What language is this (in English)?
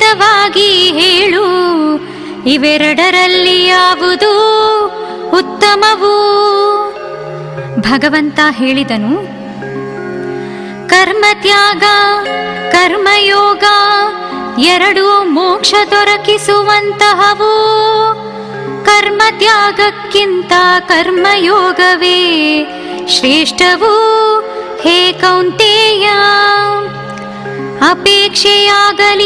Kannada